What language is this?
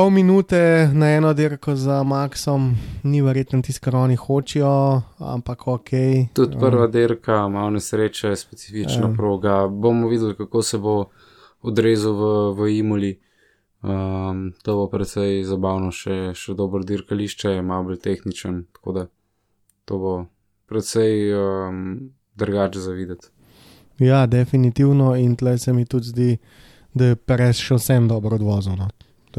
Slovenian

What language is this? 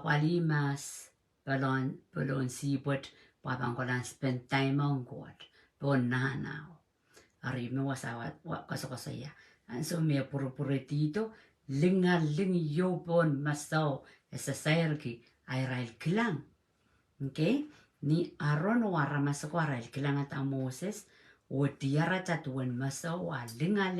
Pohnpeian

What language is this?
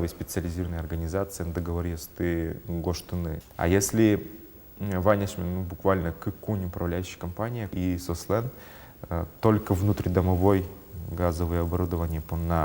Udmurt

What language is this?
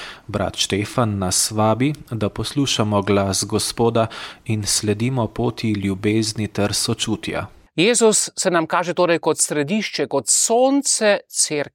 Slovenian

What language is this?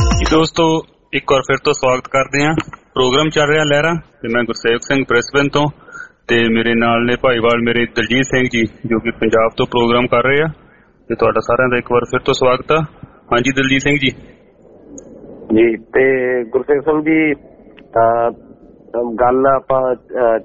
Punjabi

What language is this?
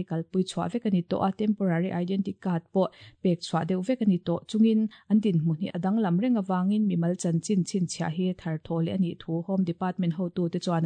Mizo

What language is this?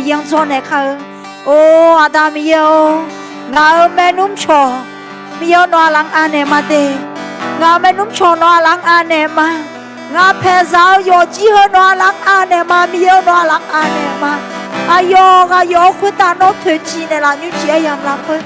Akha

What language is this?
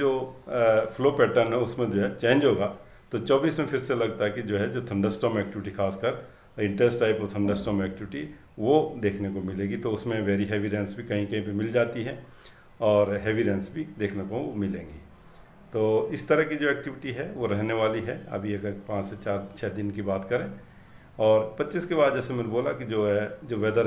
Hindi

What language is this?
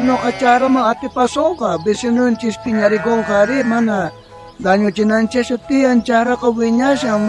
South Bolivian Quechua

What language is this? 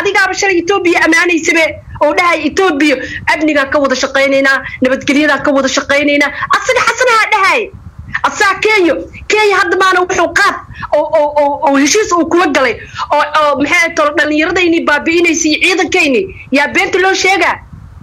Somali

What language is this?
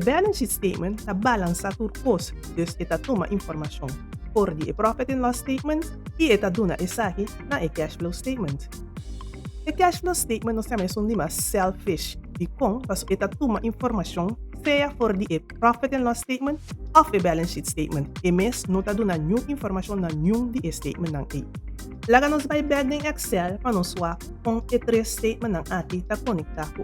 Papiamento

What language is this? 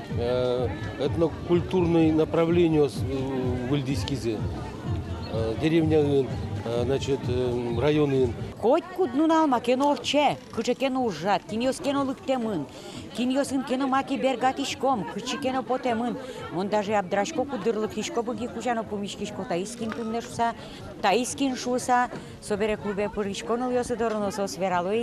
Udmurt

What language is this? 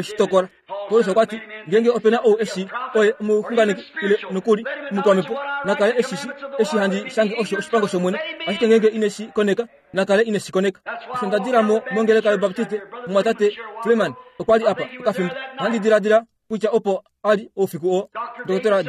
Kuanyama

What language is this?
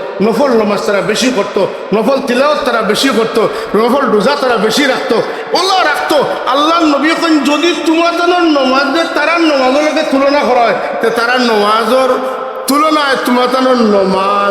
Sylheti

